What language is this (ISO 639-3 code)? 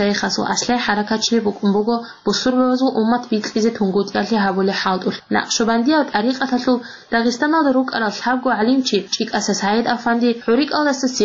ava